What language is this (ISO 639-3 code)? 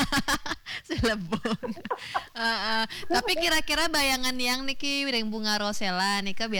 ban